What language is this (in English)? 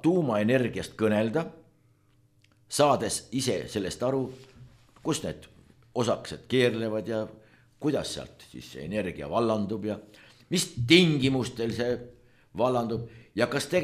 Estonian